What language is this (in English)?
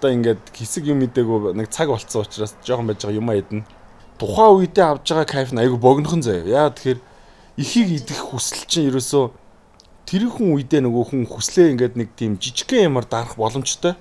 Mongolian